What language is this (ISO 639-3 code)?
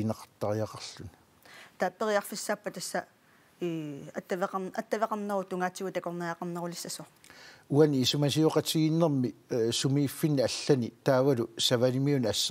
kal